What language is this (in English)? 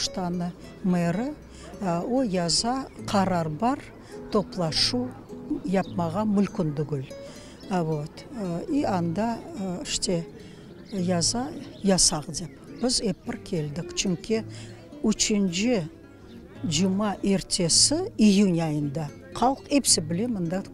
Crimean Tatar